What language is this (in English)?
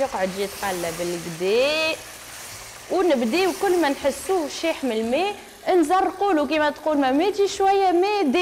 Tunisian Arabic